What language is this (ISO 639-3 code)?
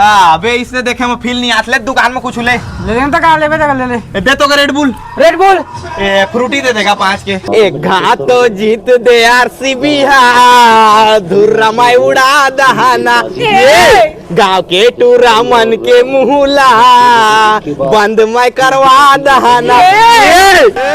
hne